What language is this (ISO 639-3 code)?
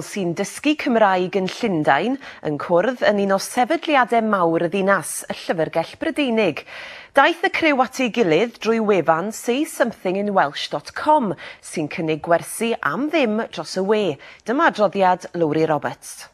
cym